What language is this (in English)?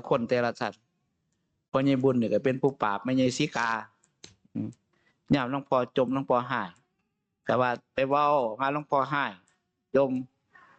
Northeastern Thai